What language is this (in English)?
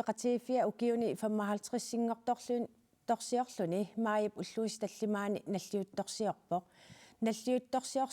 Kalaallisut